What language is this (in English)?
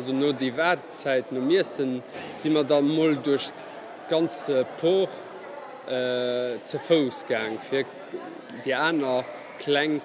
Luxembourgish